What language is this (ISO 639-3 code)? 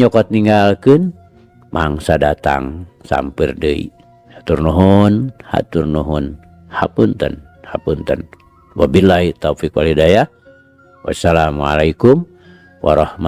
sun